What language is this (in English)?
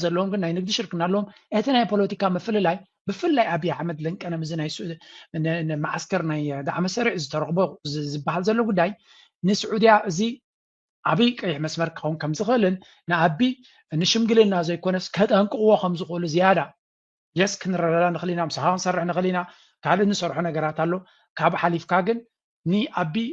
Tigrinya